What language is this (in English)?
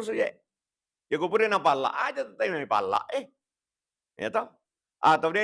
Buginese